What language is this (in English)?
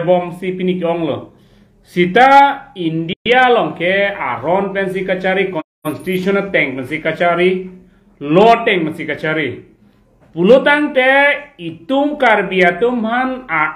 Karbi